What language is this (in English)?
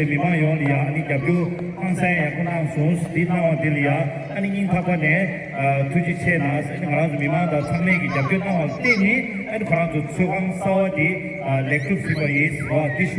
Tibetan